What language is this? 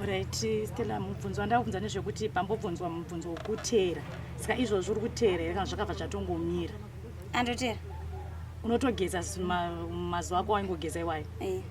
Shona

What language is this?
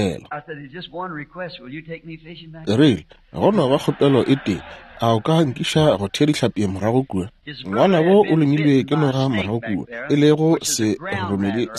Northern Sotho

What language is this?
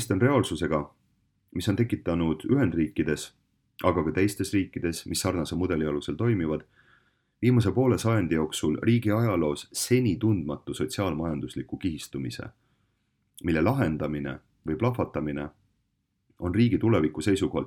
Estonian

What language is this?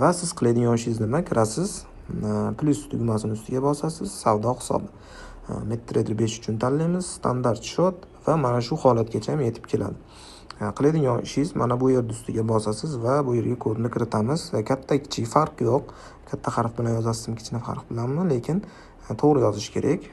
Uzbek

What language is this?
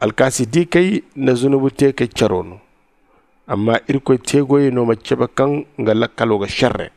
Zarma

